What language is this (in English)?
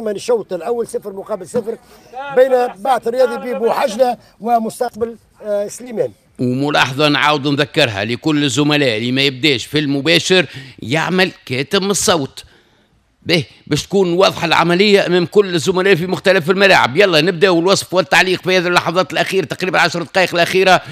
Tunisian Arabic